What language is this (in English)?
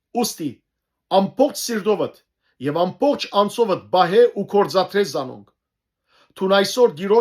Western Armenian